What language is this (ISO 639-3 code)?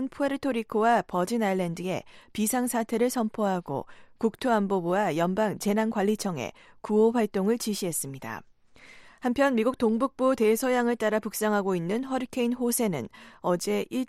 kor